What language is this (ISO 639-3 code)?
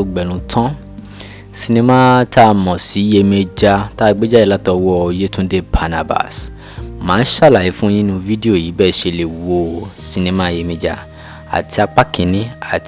yor